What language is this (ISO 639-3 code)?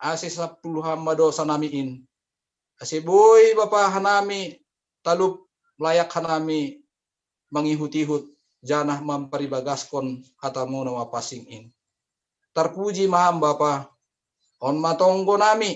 bts